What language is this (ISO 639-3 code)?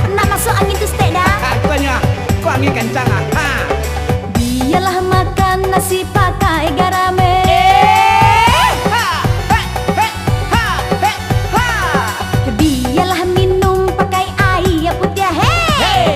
min